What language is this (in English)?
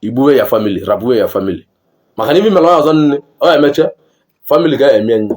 Igbo